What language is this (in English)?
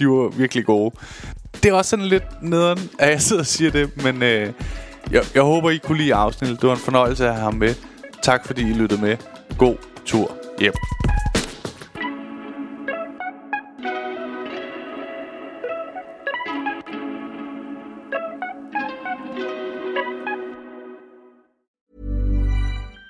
Danish